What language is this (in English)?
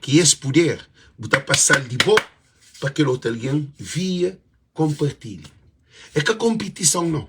Kabuverdianu